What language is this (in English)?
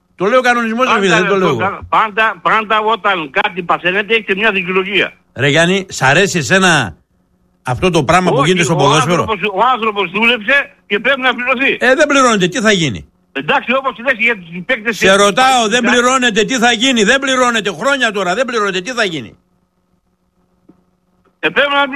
Greek